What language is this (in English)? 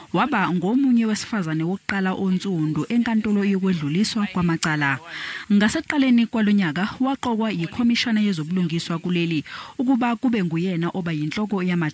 Zulu